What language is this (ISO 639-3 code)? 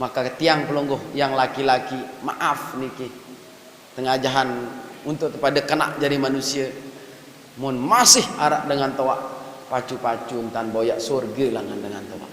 sas